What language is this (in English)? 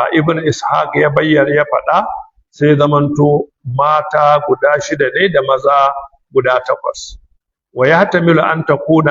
Hausa